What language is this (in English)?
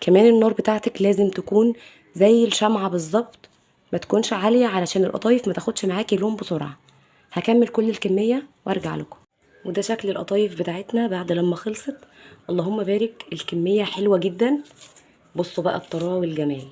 Egyptian Arabic